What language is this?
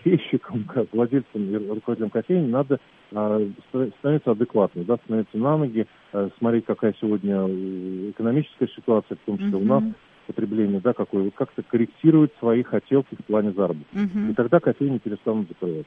Russian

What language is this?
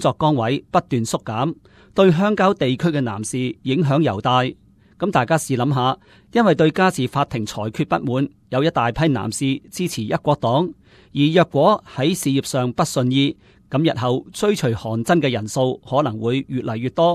Cantonese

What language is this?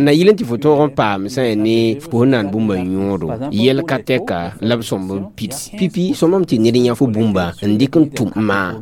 Mossi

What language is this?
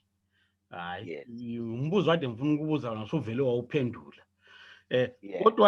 Zulu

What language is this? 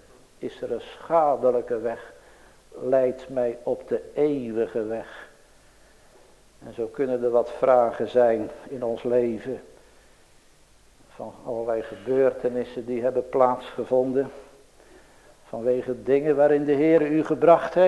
Dutch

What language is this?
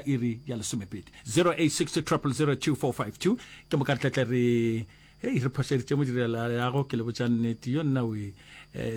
Northern Sotho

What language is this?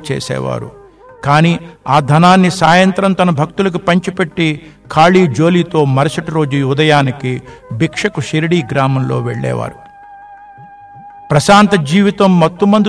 Telugu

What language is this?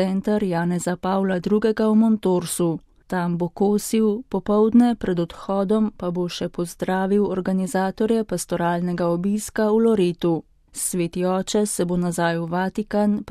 Slovenian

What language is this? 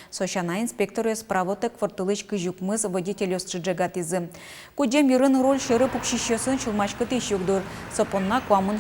Udmurt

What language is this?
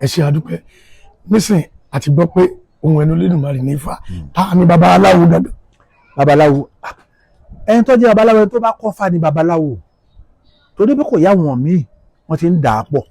Yoruba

